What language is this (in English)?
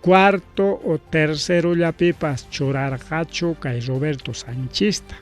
Ayacucho Quechua